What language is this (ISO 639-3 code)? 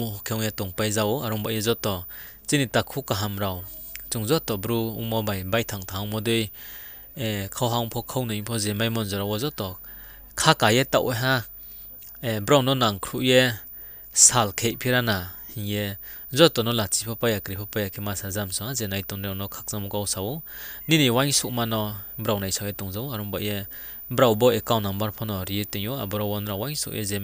ria